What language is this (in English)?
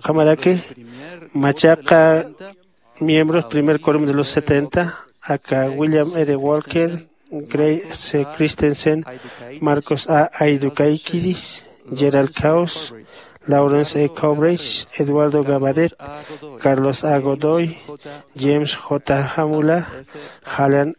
Aymara